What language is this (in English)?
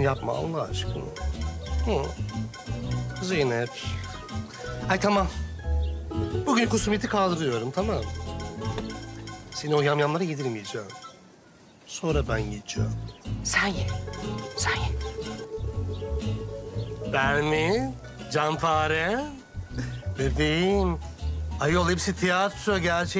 Turkish